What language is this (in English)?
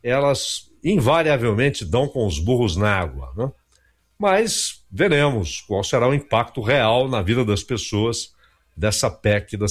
Portuguese